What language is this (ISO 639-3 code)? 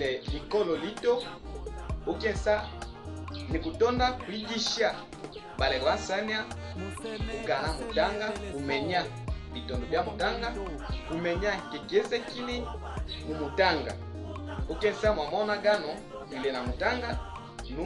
lea